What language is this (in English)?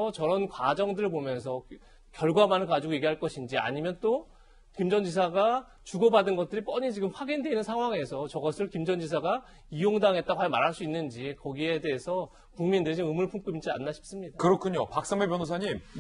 Korean